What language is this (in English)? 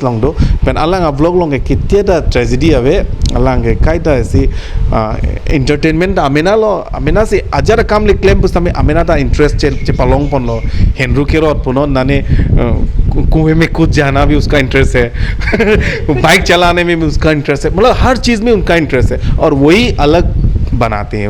Karbi